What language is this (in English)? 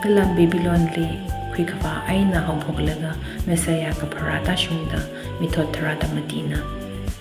Tangkhul Naga (India)